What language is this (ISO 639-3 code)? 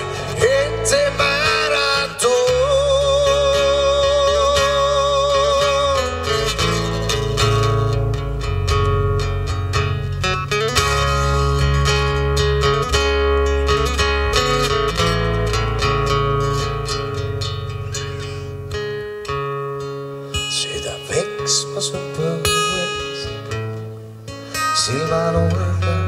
est